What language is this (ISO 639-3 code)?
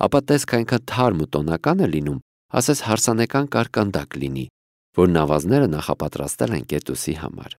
hye